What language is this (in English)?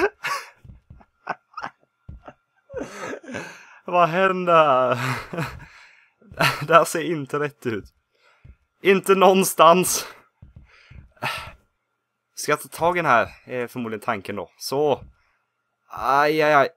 Swedish